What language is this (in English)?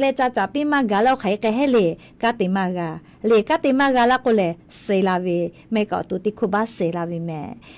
Lahu